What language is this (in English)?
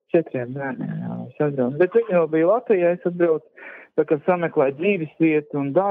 Latvian